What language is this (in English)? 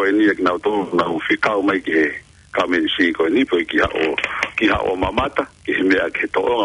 Tongan